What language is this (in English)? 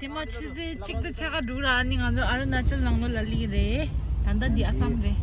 Tibetan